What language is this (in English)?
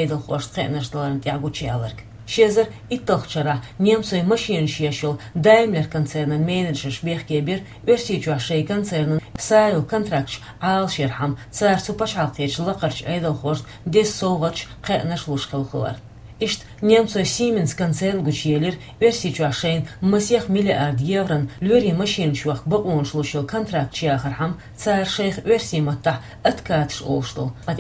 Chechen